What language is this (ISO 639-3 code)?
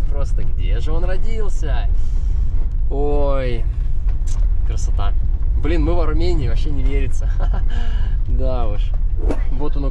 rus